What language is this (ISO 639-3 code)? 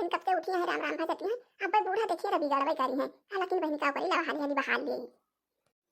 awa